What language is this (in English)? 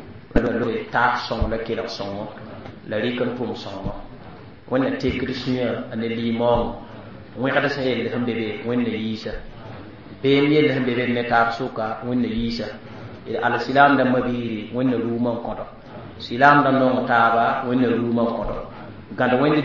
Mossi